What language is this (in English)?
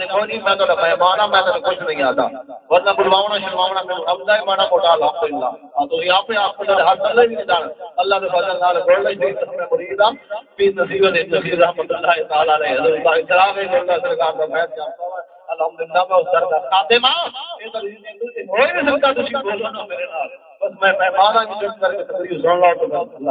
Saraiki